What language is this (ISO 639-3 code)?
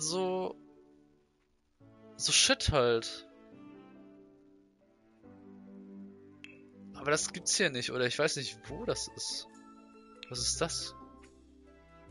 deu